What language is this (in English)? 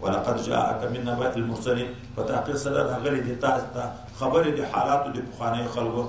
Pashto